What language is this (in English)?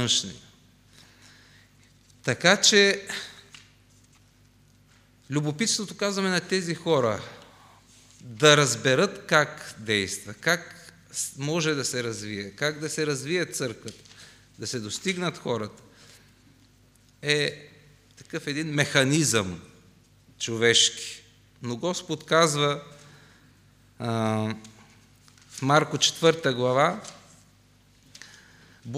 Bulgarian